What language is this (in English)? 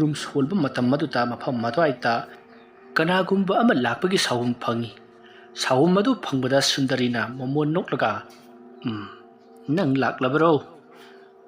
Manipuri